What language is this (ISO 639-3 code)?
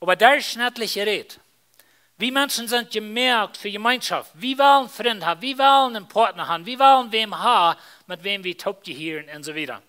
pdt